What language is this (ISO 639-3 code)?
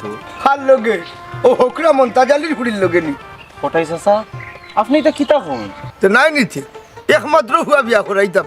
syl